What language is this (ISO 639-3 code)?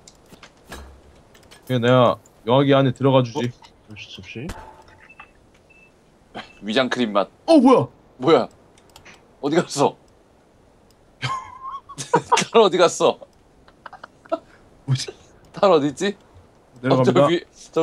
kor